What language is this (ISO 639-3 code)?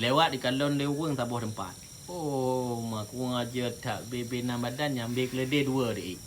ace